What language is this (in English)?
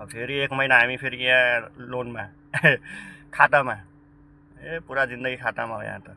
Nepali